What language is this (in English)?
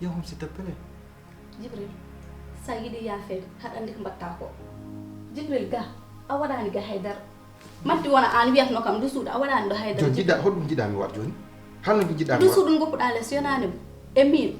Fula